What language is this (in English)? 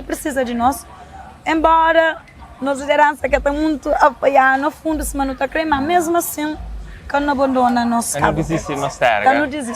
Kabuverdianu